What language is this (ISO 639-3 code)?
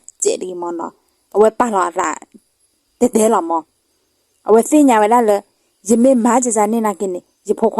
ksw